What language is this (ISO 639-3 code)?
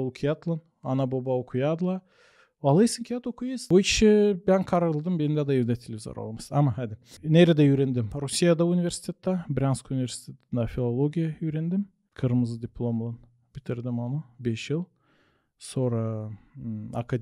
gag